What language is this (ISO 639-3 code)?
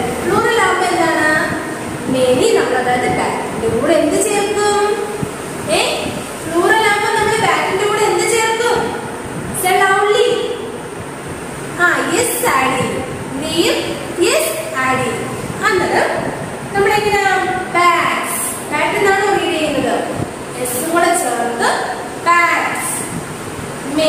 mal